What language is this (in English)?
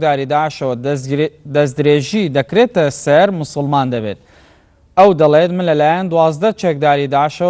Central Kurdish